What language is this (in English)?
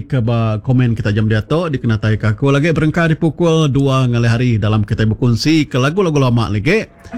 Iban